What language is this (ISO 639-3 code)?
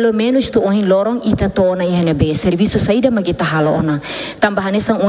tet